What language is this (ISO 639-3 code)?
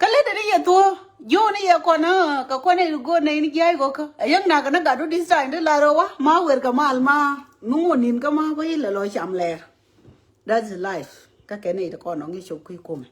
nus